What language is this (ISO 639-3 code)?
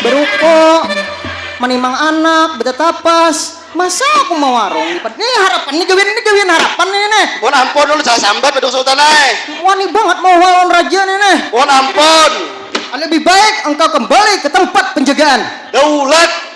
bjn